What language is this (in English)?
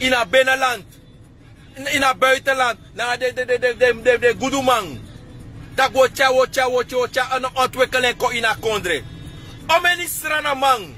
Sranan Tongo